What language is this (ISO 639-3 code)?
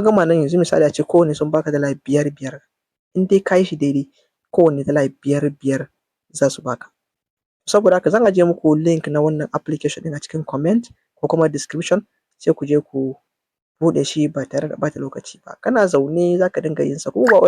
hau